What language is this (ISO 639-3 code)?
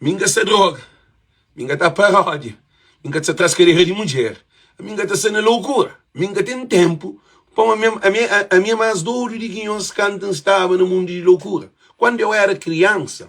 kea